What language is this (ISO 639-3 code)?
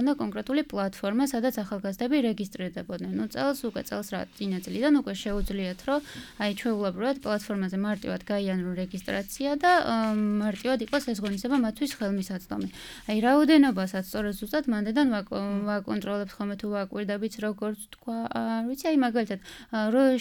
kat